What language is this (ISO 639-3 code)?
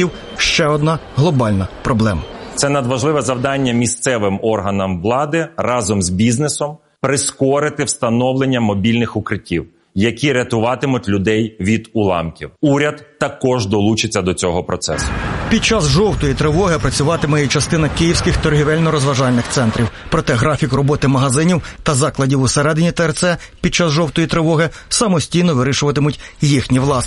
ukr